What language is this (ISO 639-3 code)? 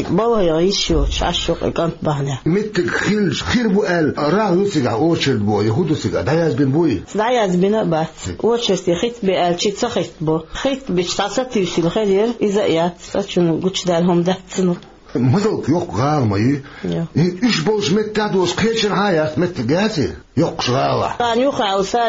che